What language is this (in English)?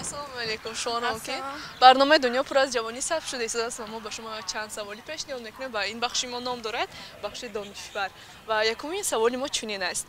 Tajik